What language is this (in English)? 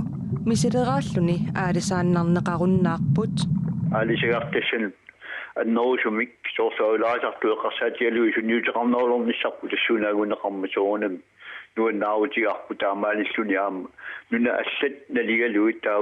Kalaallisut